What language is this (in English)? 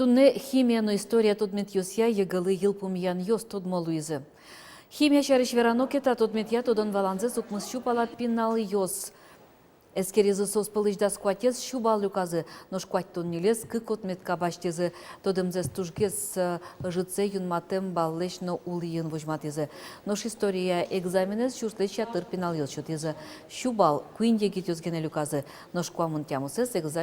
Udmurt